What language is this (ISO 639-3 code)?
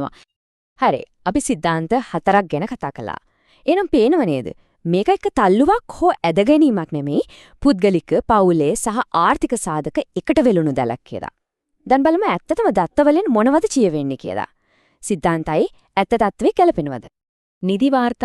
sin